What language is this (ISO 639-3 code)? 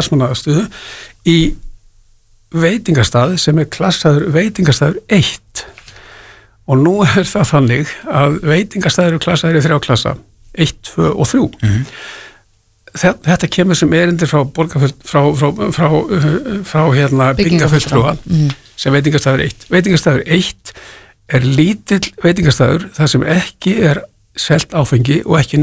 isl